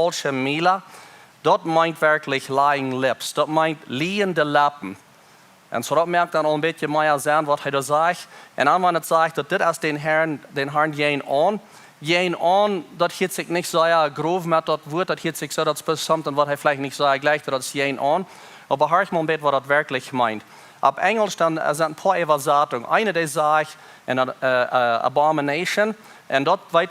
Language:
Plautdietsch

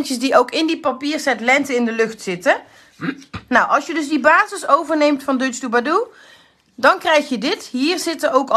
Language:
Dutch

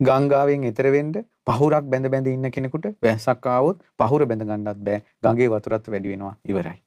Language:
Sinhala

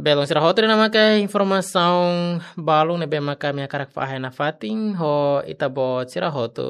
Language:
Tetum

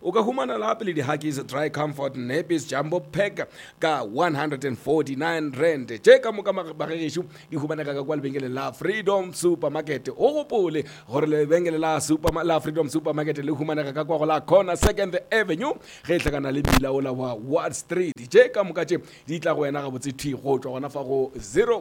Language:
Northern Sotho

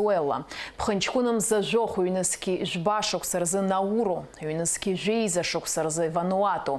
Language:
Abkhazian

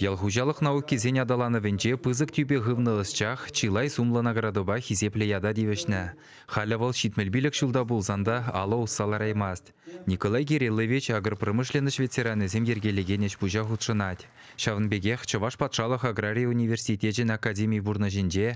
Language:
Chuvash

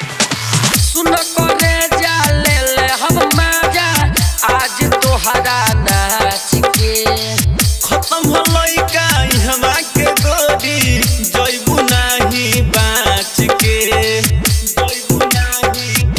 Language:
Bhojpuri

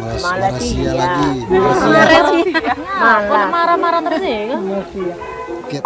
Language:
Musi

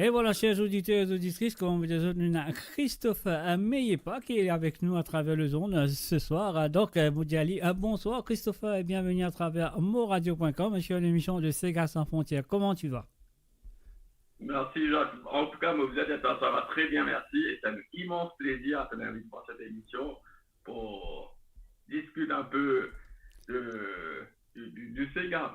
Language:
Morisyen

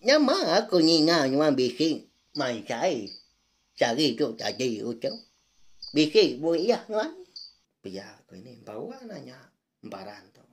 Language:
Iban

